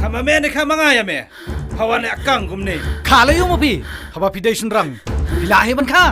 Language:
Khasi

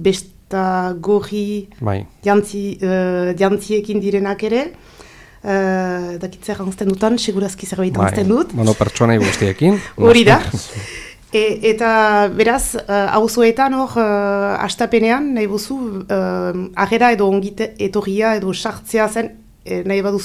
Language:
Basque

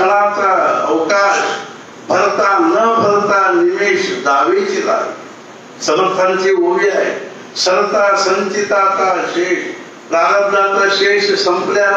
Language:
Marathi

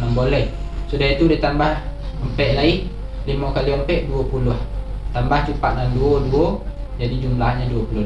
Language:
Minangkabau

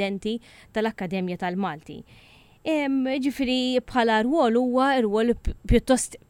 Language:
Maltese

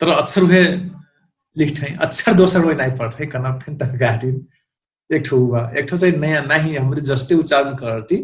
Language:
Dangaura Tharu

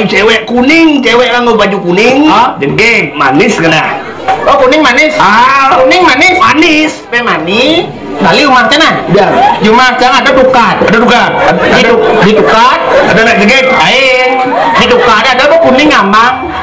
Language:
Indonesian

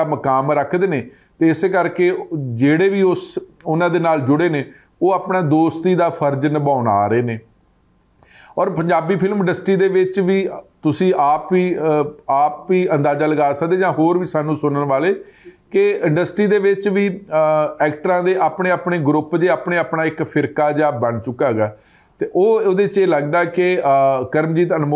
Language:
Punjabi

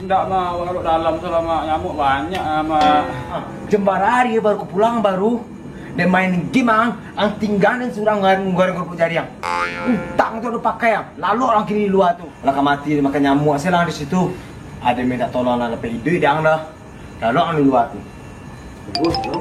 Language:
Minangkabau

